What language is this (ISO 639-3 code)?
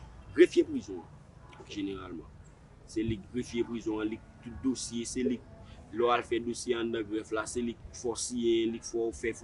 hat